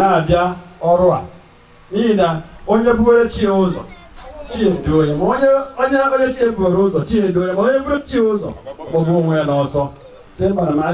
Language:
Igbo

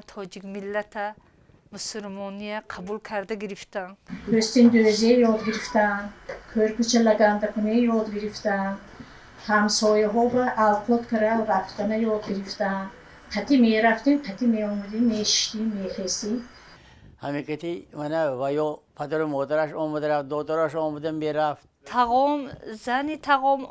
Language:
Tajik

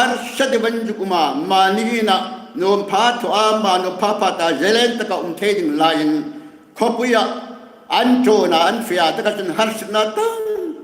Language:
Hmar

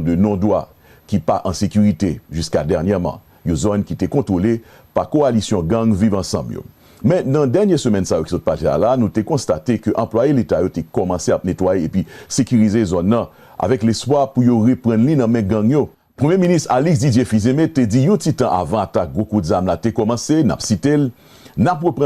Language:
Haitian Creole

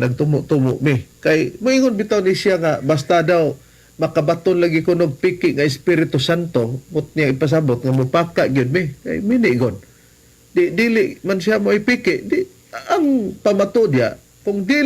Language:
Cebuano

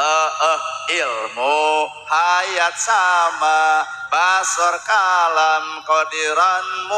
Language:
Sundanese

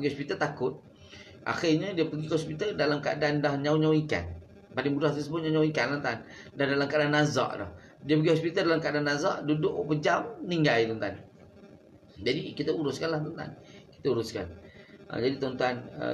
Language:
Malay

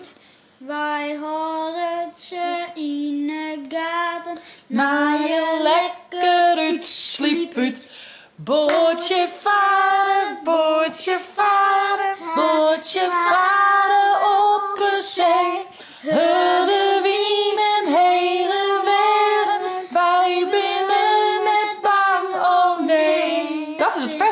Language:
Western Frisian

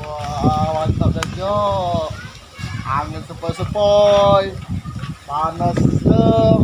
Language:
Musi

